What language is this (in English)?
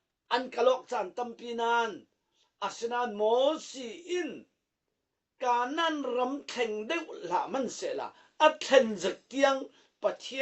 Falam Chin